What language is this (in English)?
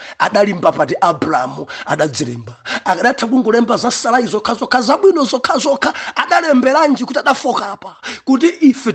Nyanja